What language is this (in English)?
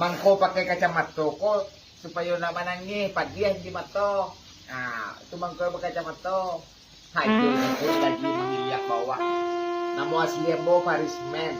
Minangkabau